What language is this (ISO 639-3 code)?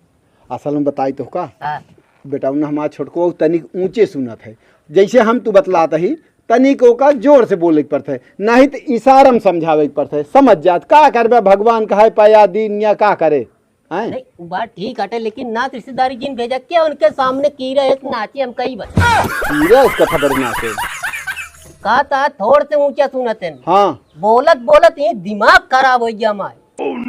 awa